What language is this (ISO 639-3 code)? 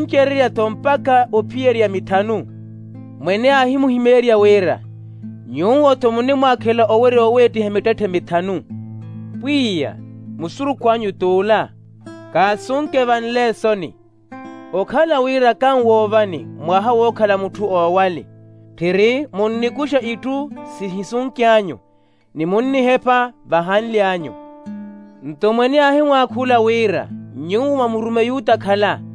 vmw